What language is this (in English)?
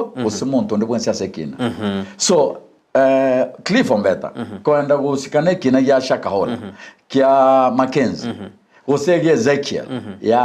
Gusii